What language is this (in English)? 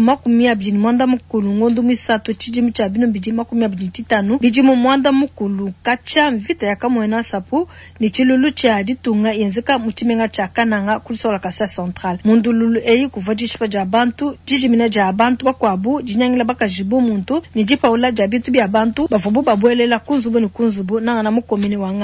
Luba-Lulua